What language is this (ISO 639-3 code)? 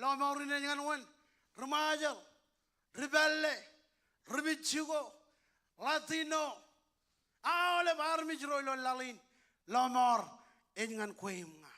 mah